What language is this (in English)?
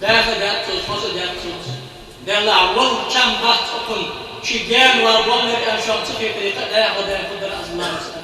Ingush